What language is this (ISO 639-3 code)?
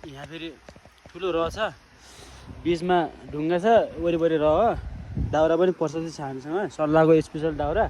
nep